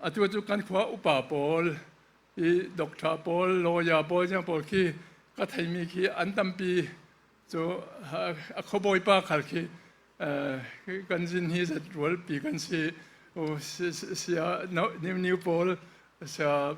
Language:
Falam Chin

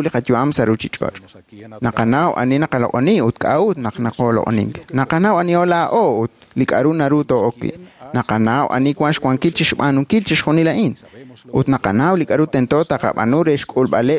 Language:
Kekchí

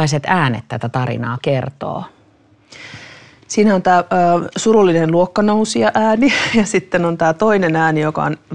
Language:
Finnish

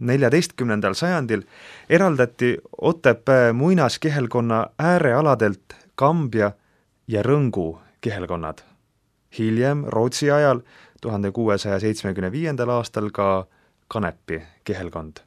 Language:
Estonian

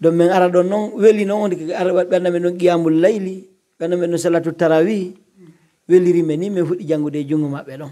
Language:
Pular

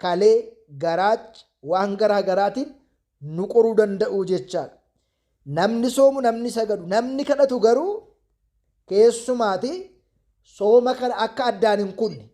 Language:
Oromo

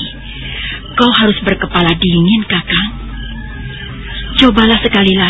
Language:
Indonesian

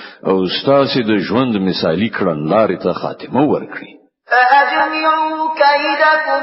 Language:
Pashto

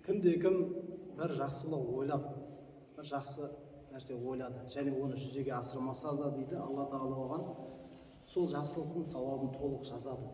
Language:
Kazakh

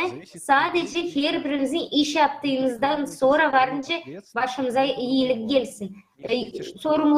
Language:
Gagauz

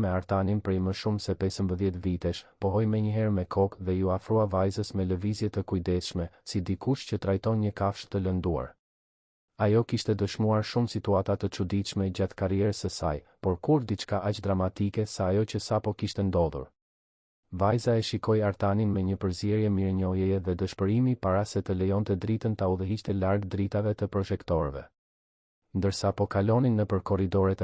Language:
Albanian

